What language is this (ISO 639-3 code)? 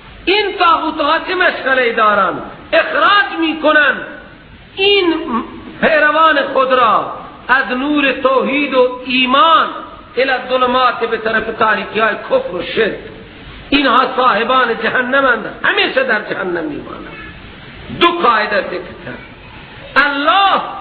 fas